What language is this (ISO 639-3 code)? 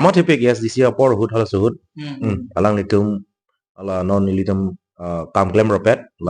mjw